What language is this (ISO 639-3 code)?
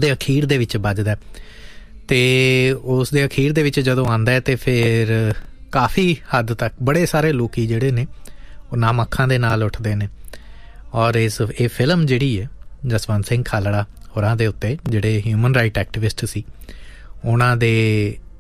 pan